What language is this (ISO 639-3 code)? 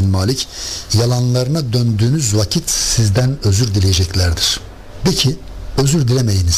tur